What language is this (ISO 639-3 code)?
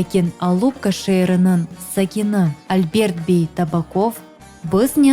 crh